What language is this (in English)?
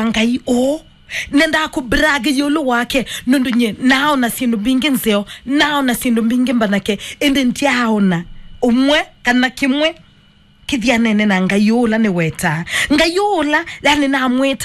Kamba